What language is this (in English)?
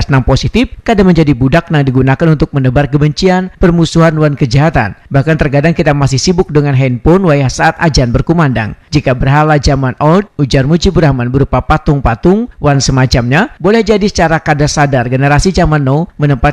Banjar